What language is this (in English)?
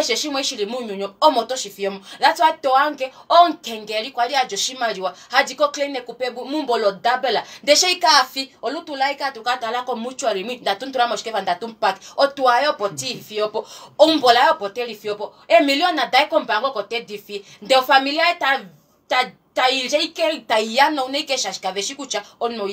Kuanyama